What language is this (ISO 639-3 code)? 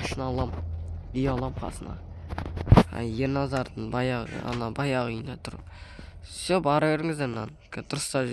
kaz